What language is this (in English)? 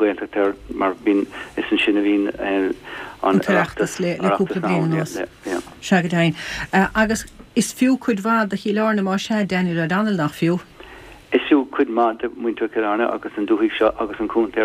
Irish